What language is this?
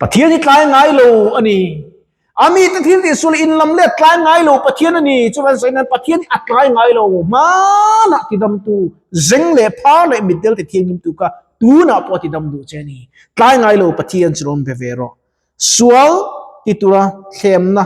Mizo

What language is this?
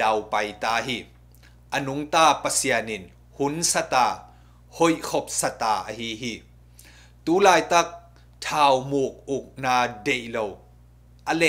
Tedim Chin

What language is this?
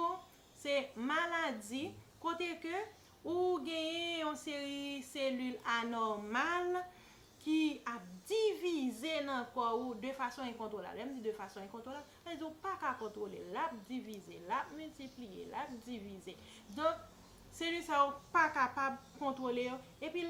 Haitian Creole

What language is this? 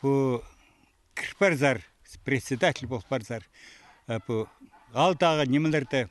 Khakas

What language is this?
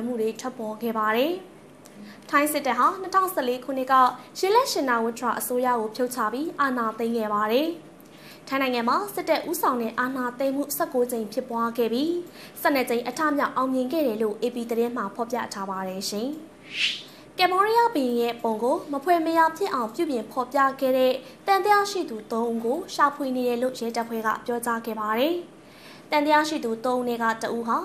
Burmese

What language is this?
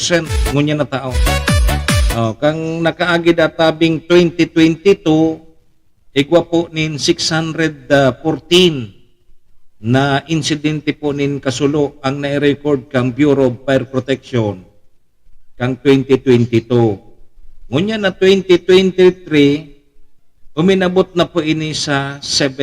Bikol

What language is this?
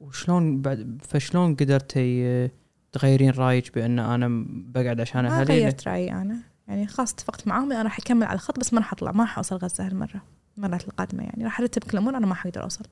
Gulf Arabic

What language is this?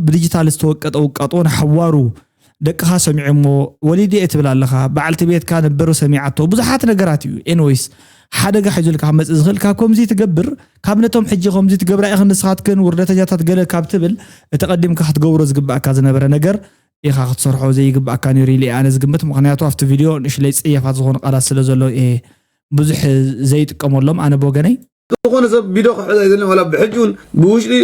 Tigrinya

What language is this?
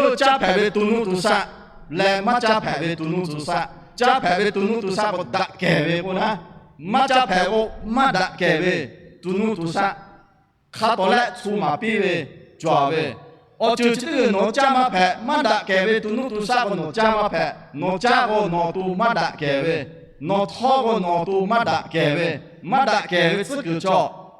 Lahu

